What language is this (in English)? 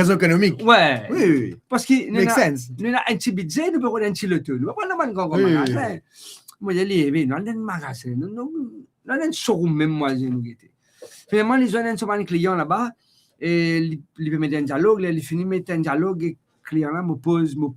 Morisyen